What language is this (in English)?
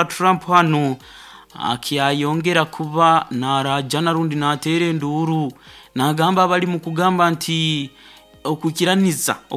Nyoro